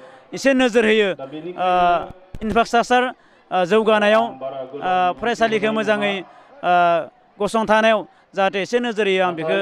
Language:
Bodo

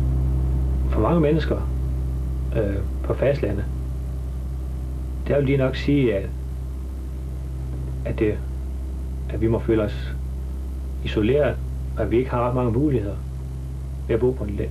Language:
Danish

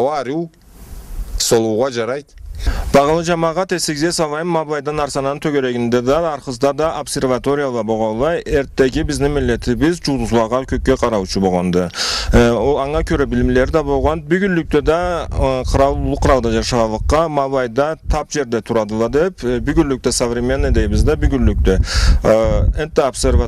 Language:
Karachay-Balkar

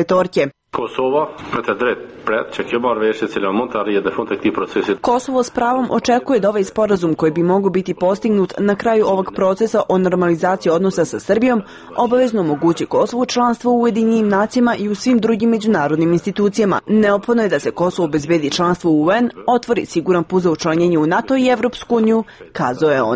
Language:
Serbian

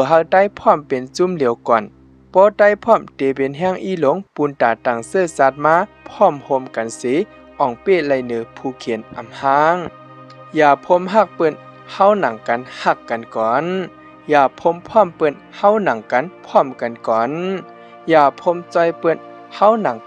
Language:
Shan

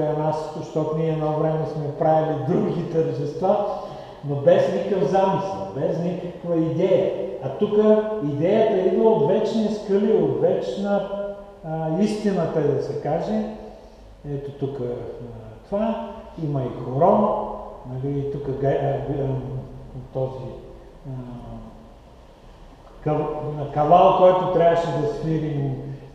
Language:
Bulgarian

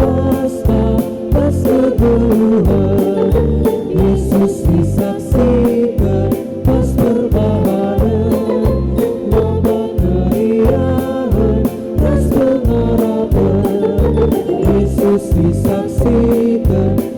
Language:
Batak Karo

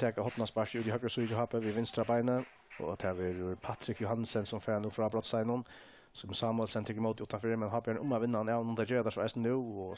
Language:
Faroese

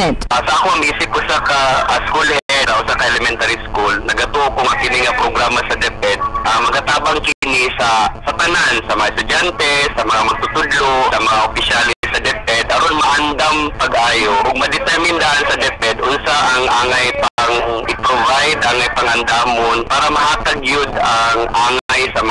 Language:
Cebuano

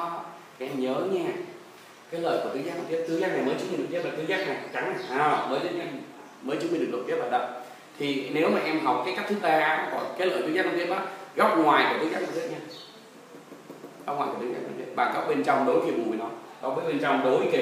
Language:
Vietnamese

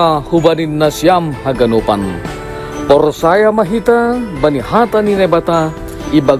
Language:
Batak Simalungun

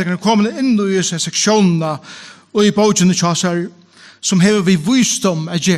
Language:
Faroese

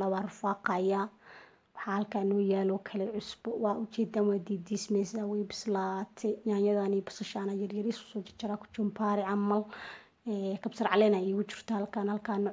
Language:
Somali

